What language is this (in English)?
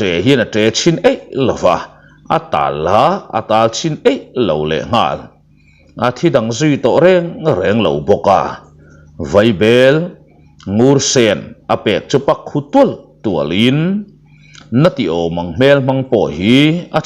Mizo